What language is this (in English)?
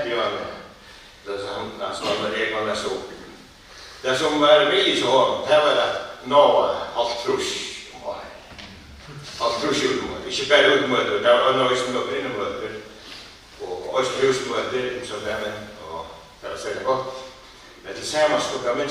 Faroese